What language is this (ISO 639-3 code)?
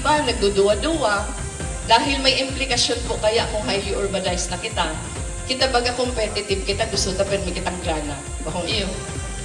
bik